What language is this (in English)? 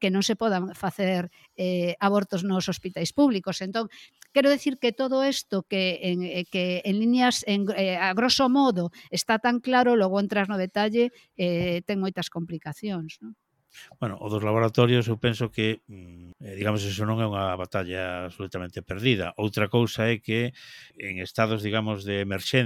Galician